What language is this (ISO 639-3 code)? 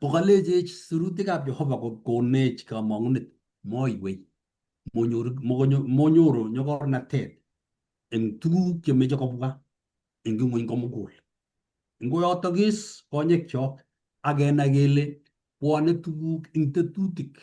kln